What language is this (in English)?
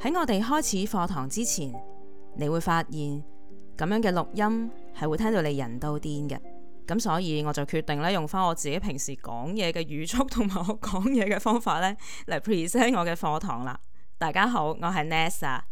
Cantonese